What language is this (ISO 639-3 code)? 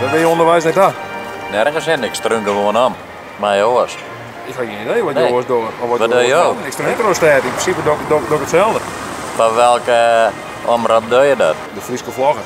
fry